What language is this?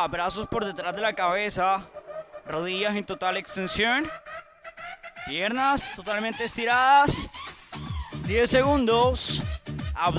Spanish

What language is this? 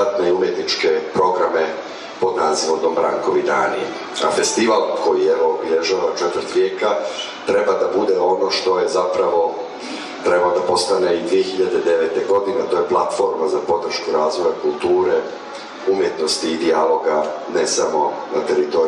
Serbian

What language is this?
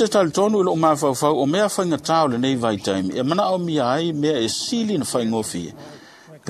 Samoan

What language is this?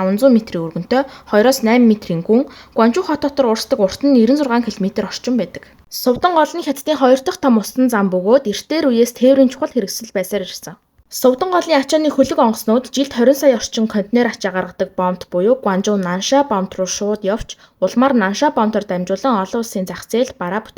Mongolian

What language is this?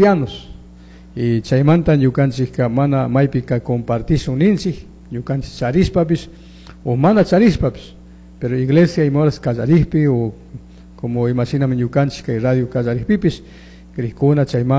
Chimborazo Highland Quichua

